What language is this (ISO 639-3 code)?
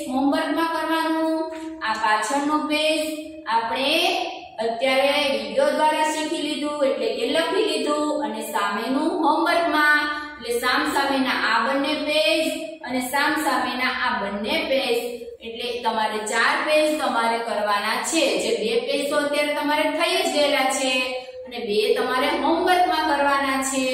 guj